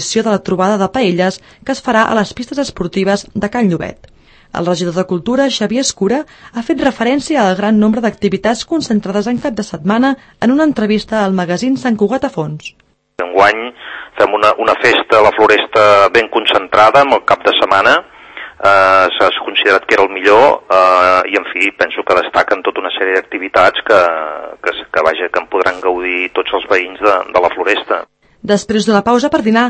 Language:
Catalan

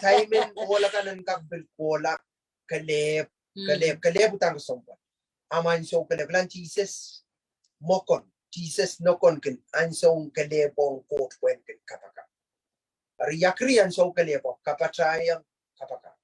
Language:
Pohnpeian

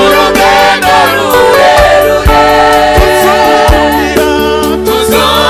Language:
Kinyarwanda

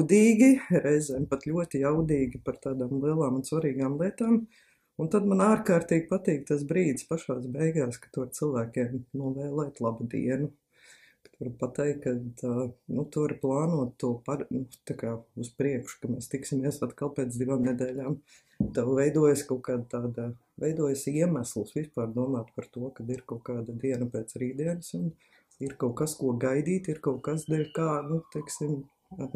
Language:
Latvian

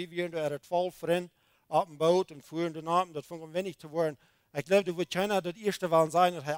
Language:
Plautdietsch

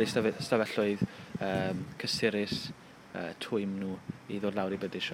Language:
Welsh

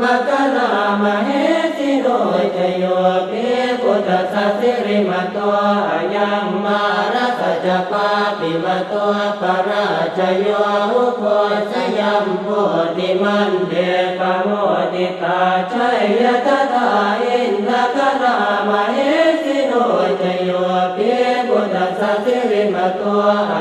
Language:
Pali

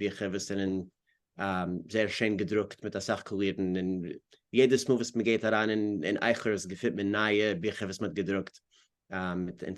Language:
Yiddish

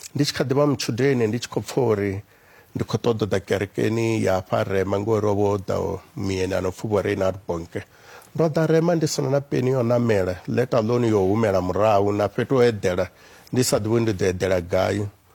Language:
Venda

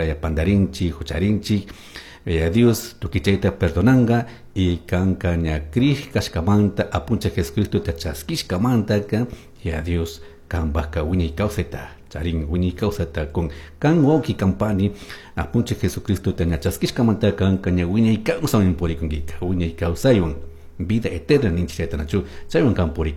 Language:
Chimborazo Highland Quichua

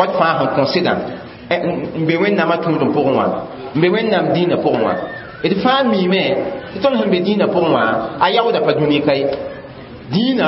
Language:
Mossi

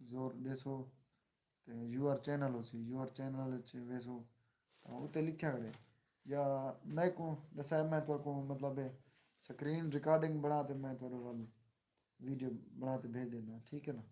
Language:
Saraiki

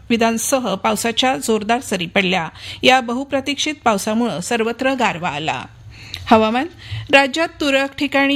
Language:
Marathi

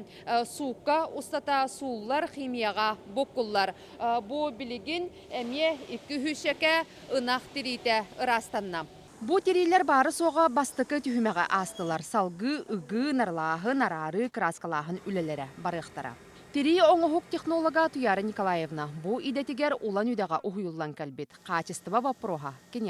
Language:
Yakut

